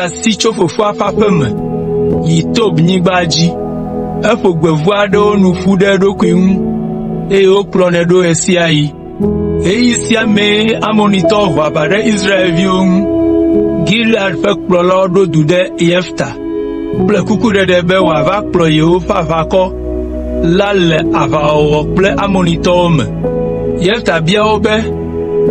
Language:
Ewe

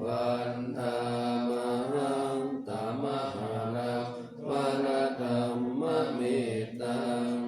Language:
Pali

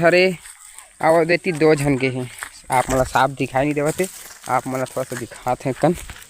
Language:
Chhattisgarhi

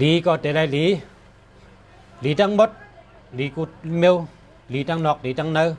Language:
Shan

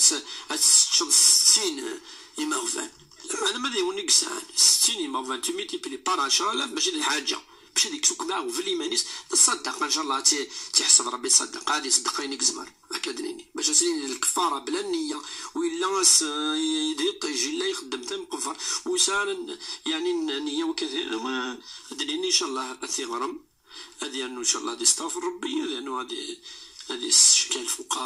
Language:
Kabyle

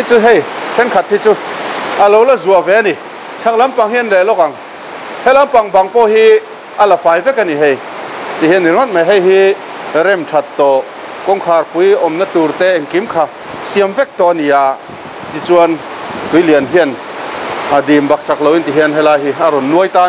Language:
Mizo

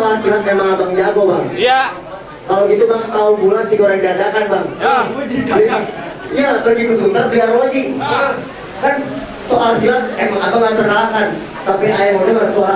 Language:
Betawi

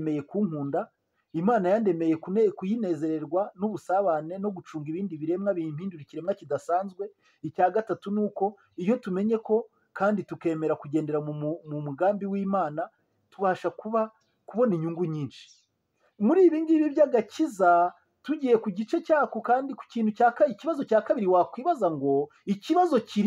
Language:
Kinyarwanda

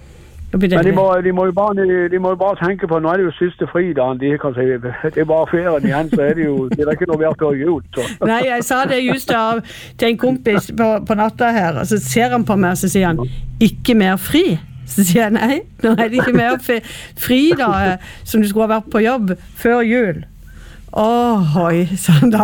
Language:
Norwegian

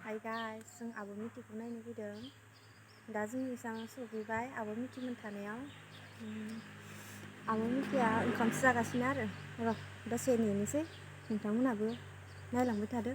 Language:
Bodo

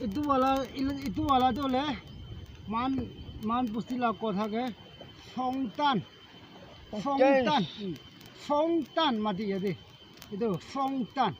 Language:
Naga Pidgin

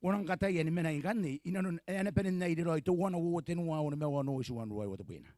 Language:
Gilbertese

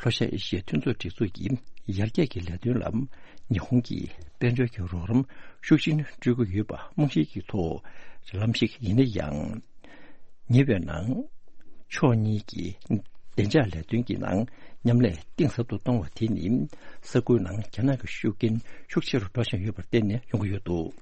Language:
Tibetan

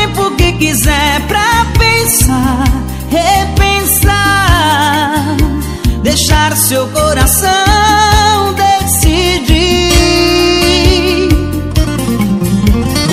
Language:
Portuguese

